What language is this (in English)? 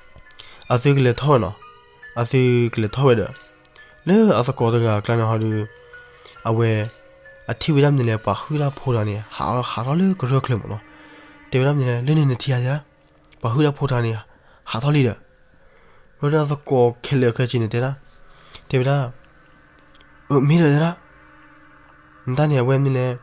S'gaw Karen